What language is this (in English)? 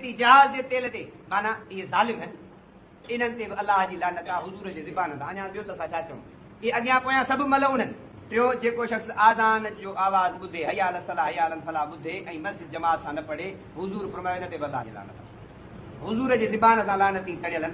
Sindhi